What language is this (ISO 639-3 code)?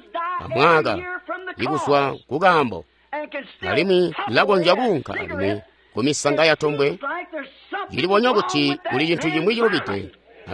toi